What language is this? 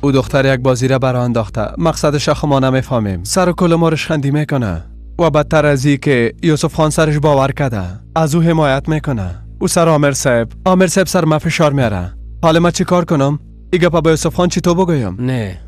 Persian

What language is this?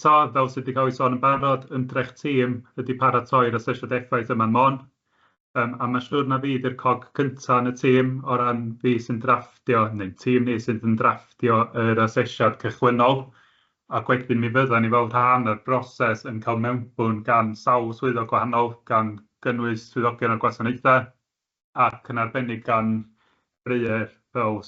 Welsh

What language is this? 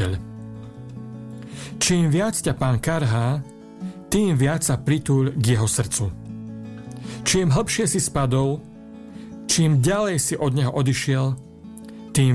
Slovak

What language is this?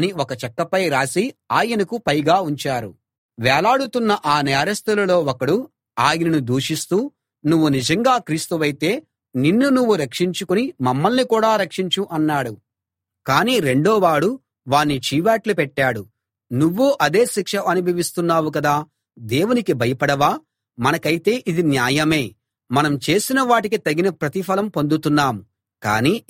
Telugu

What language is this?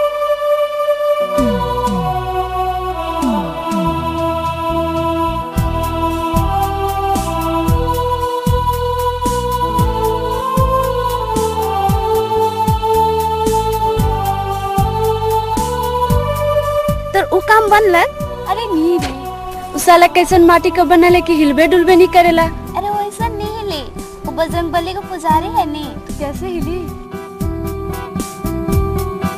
Bhojpuri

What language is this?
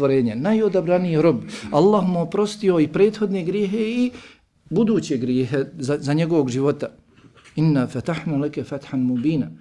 Bosnian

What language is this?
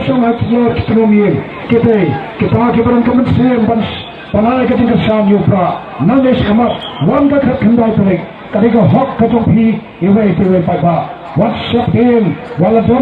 Khasi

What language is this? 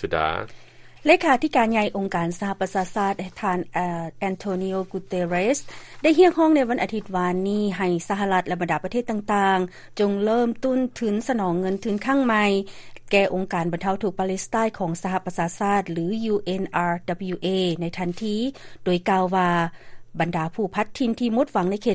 Lao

